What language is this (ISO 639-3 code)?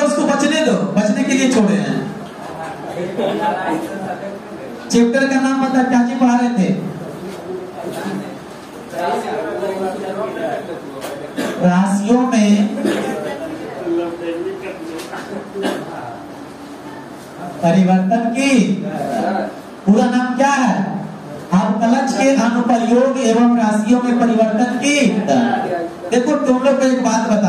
hin